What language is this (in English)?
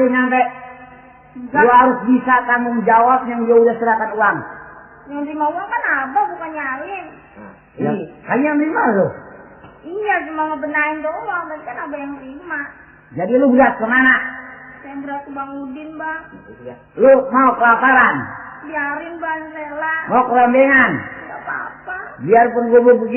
Betawi